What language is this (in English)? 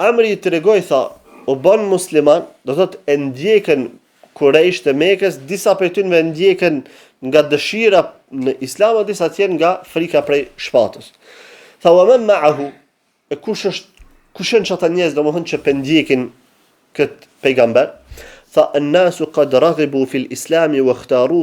Albanian